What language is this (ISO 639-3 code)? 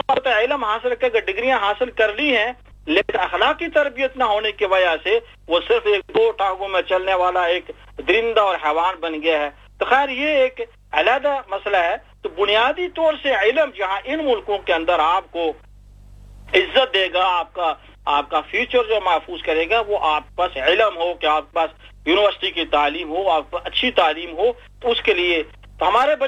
urd